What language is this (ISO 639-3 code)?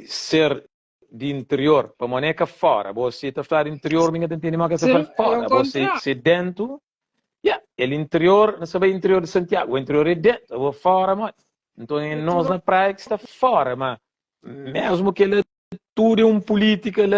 kea